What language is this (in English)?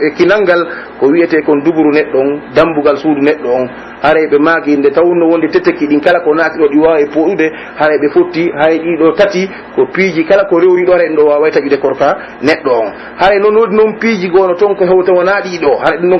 Pular